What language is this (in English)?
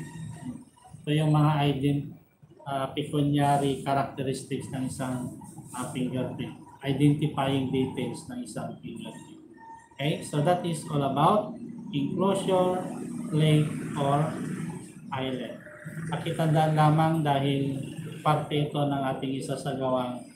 Filipino